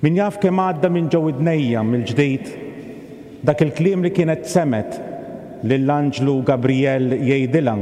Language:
Maltese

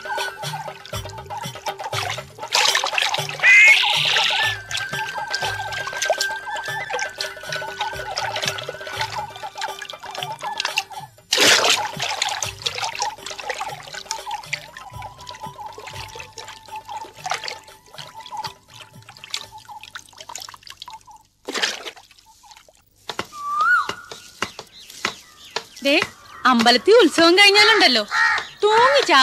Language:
Malayalam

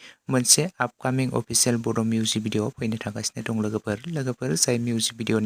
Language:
Bodo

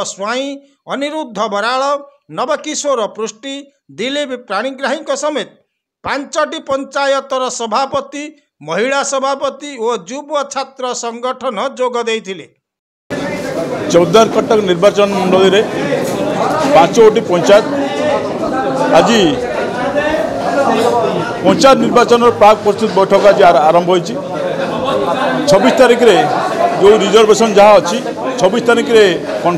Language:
Odia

